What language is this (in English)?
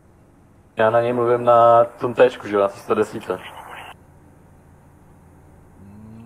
Czech